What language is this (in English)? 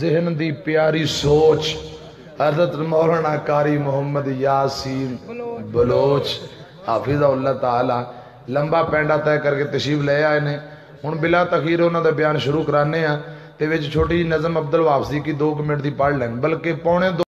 Western Panjabi